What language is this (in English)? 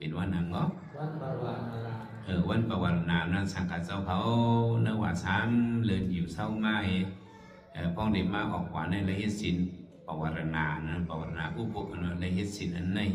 Shan